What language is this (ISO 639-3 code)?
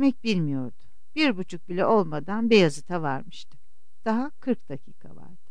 tur